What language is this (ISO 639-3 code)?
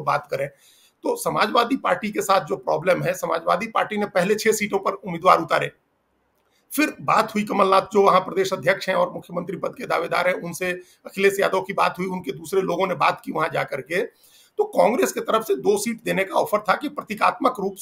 hin